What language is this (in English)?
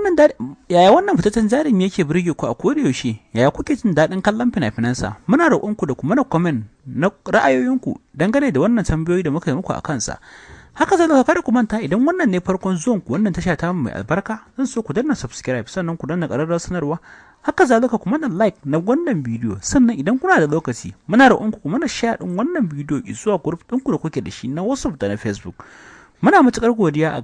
Hausa